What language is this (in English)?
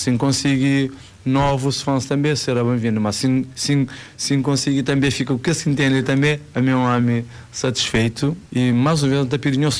Kabuverdianu